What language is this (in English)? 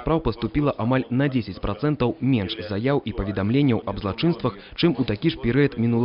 Belarusian